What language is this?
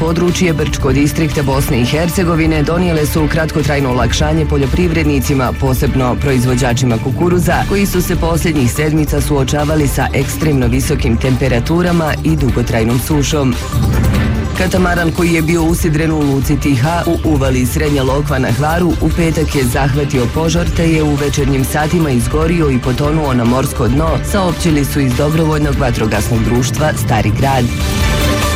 Bosnian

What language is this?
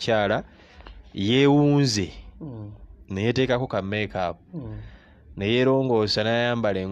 Ganda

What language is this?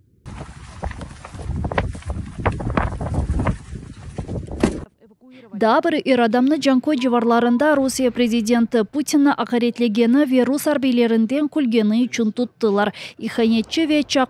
Crimean Tatar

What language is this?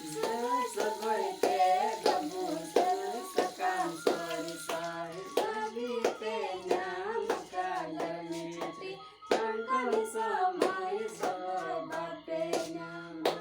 Santali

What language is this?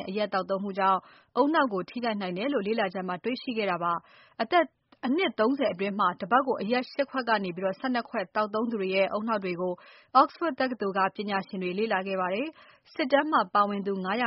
Burmese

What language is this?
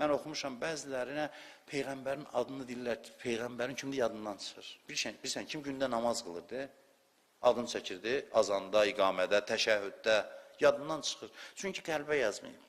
Azerbaijani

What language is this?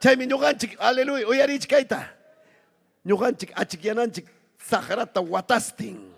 Ayacucho Quechua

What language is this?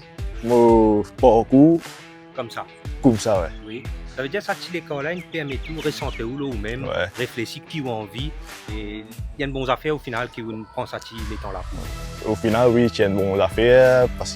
Morisyen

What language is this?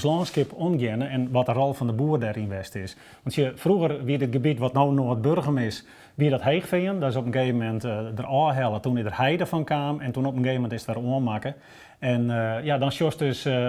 Western Frisian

